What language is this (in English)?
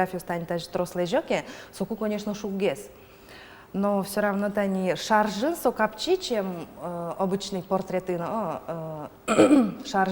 Udmurt